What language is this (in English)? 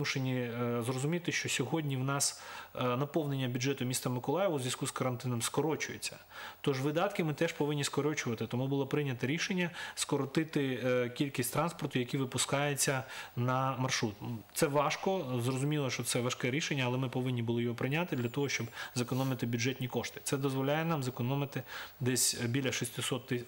Ukrainian